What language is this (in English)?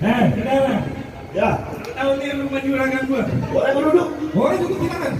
Betawi